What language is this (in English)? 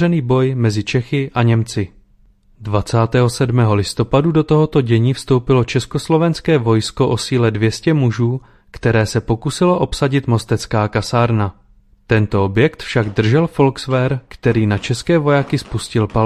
Czech